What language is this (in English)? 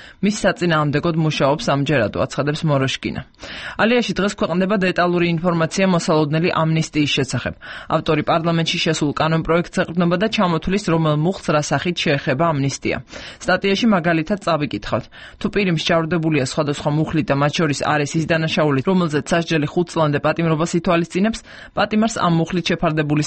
Georgian